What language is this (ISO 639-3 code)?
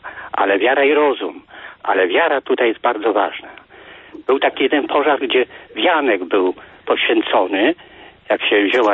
pol